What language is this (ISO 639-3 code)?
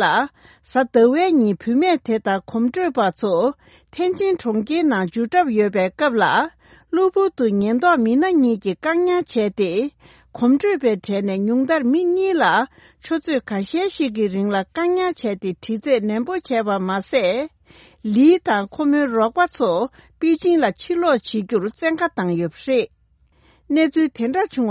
bod